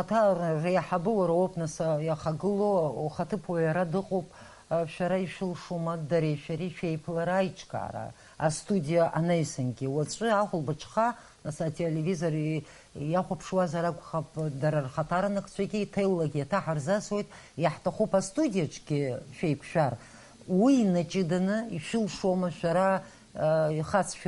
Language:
Abkhazian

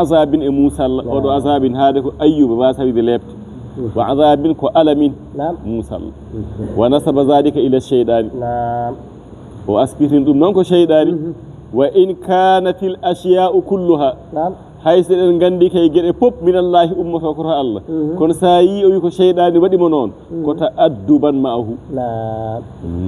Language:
Fula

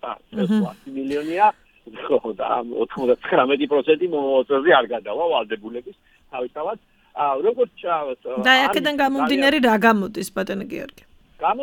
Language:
Georgian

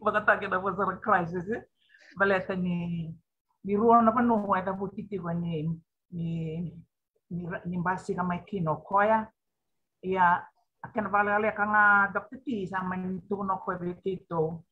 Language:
Fijian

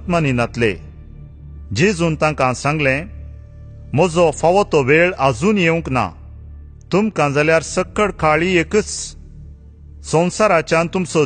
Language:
Konkani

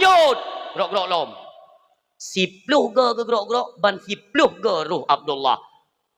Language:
Achinese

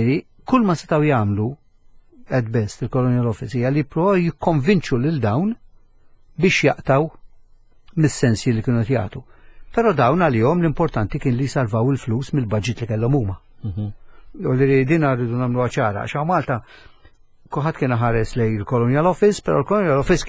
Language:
Maltese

